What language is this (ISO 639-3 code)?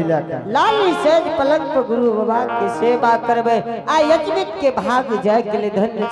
anp